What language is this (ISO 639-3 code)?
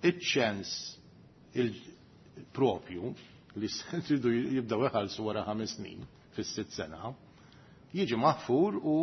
mlt